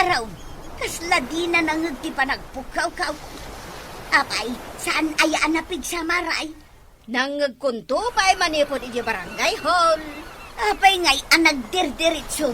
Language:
Iloko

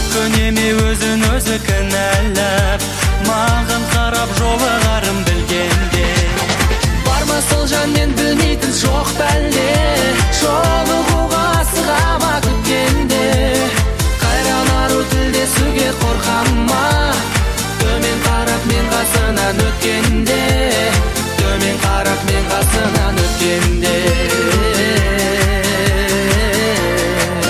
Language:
Kazakh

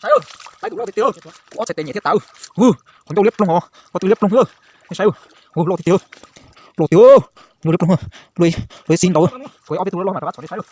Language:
Hmong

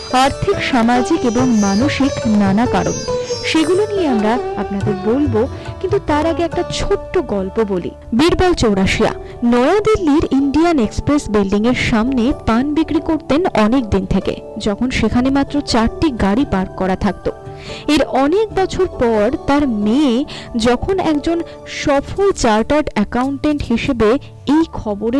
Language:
Bangla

